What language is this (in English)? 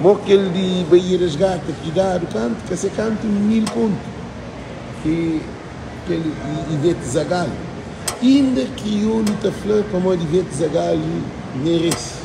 Kabuverdianu